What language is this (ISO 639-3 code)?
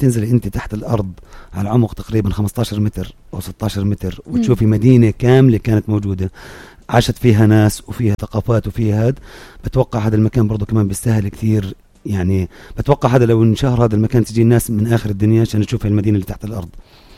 apc